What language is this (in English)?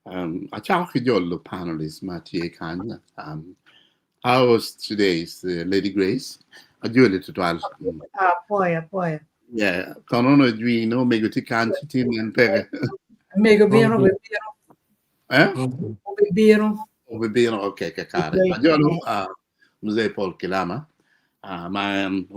Acoli